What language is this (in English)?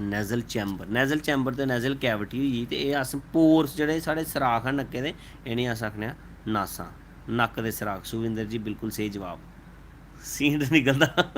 Dogri